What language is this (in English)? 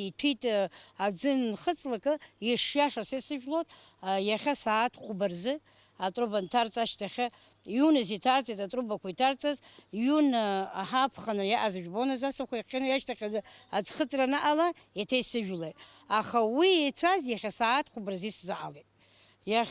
Abkhazian